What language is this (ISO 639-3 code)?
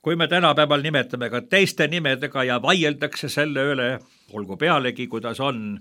est